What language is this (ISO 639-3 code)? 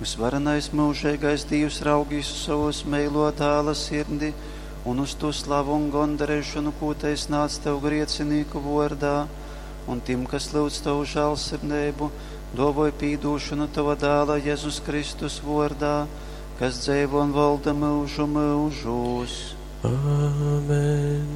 ltg